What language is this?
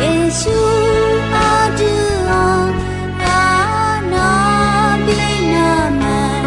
Akha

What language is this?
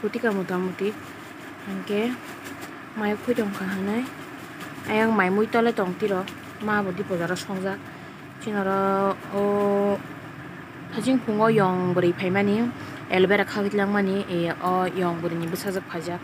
Kok Borok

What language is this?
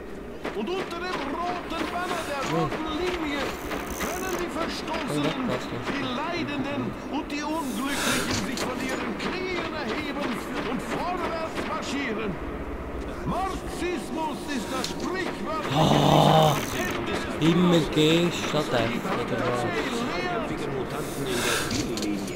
Swiss German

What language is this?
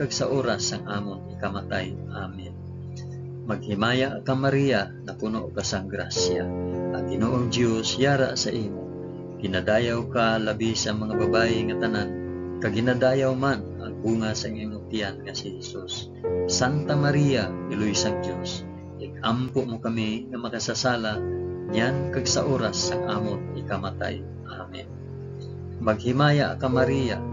Hiligaynon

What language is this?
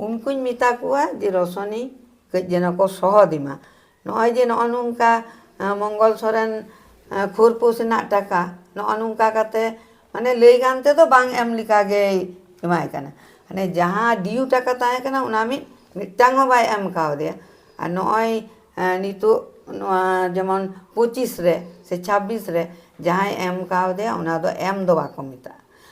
Santali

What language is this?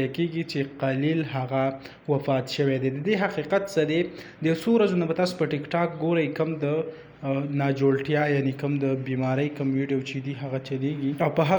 Pashto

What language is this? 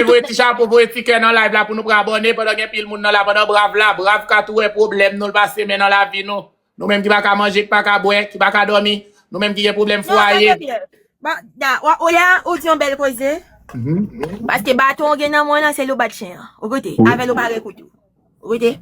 Haitian Creole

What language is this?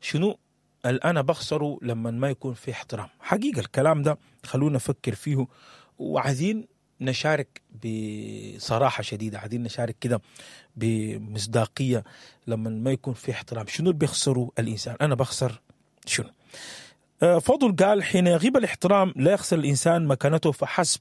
Sudanese Arabic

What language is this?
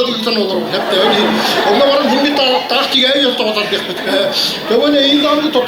Yakut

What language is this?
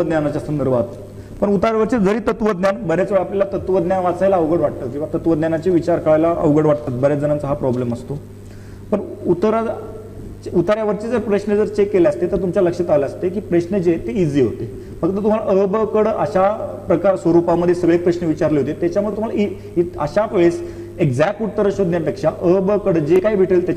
Marathi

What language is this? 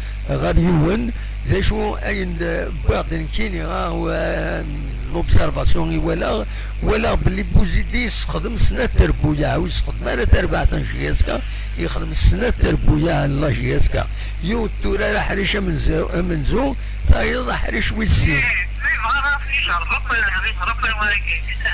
Kabyle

